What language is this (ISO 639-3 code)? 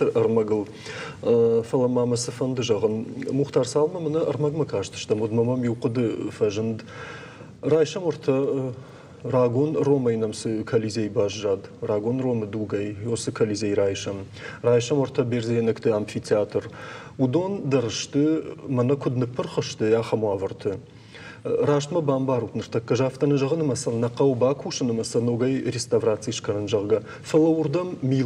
oss